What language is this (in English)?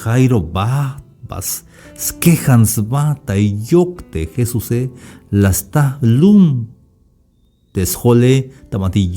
Tzeltal